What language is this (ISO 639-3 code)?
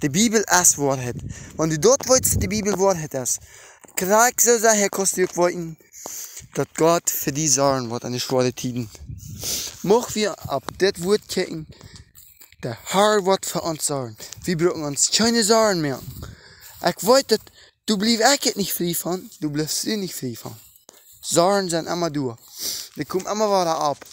pdt